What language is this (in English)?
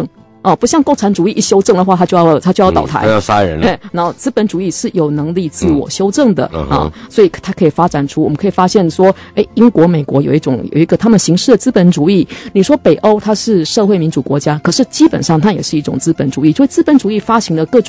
Chinese